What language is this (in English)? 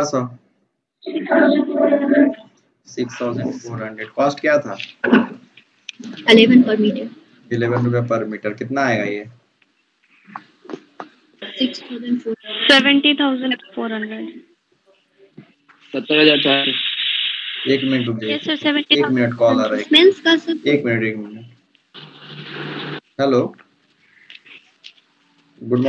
Hindi